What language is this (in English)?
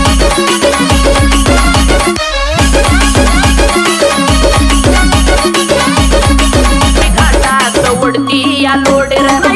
Marathi